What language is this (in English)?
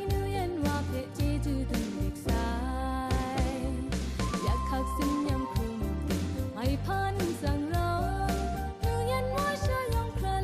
Kachin